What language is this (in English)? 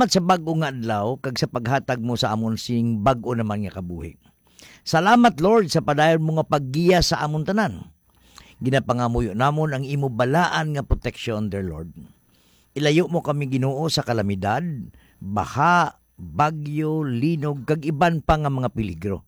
Hiligaynon